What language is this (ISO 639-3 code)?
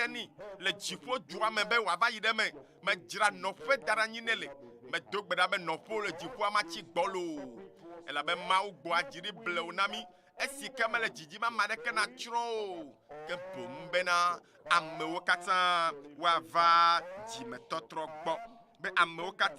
ewe